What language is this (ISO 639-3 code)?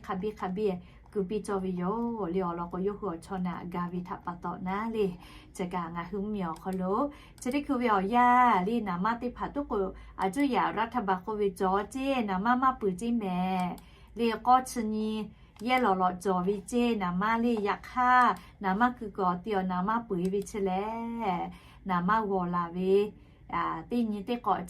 lhu